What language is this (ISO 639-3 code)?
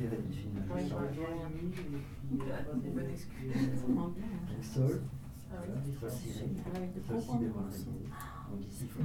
fra